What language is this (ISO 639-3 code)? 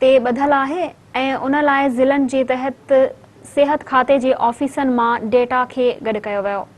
snd